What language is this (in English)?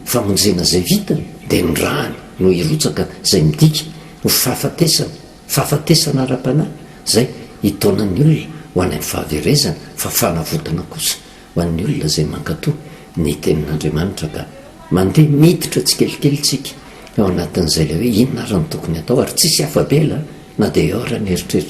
Malagasy